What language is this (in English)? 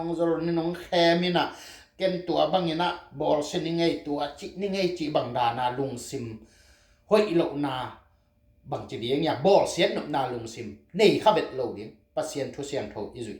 Tedim Chin